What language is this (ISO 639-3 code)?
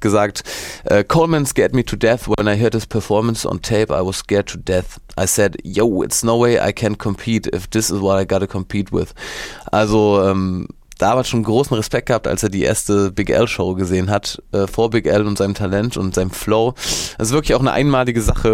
deu